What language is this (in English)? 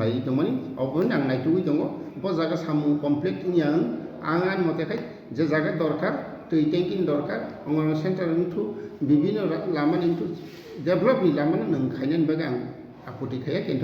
Kok Borok